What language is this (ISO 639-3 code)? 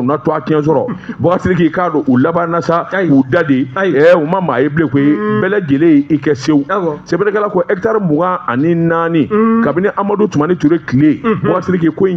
bam